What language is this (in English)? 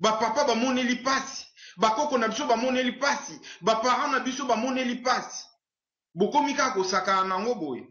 Lingala